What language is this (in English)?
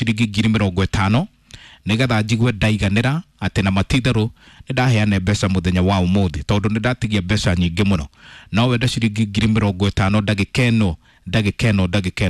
Kikuyu